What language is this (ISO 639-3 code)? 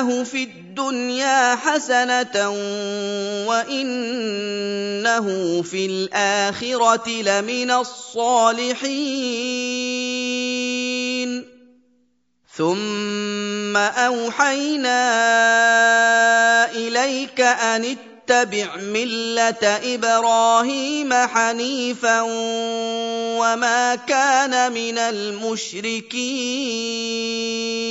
ara